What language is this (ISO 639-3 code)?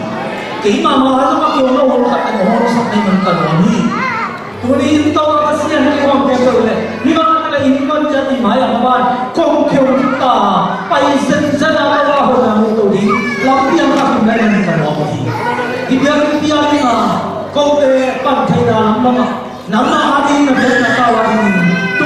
ctd